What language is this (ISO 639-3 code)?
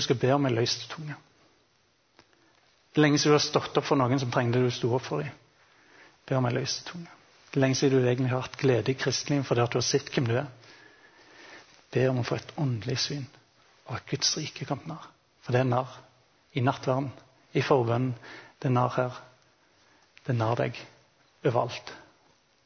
nor